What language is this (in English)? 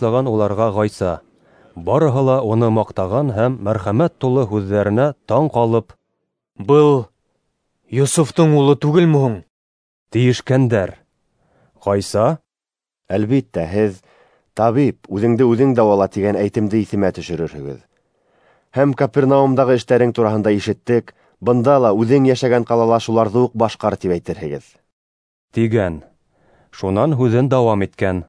Bashkir